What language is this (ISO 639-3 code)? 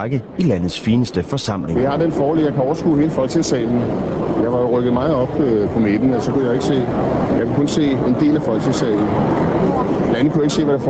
dan